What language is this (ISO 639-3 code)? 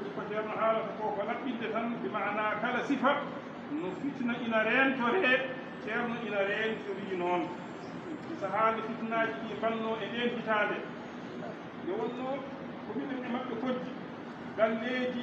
ful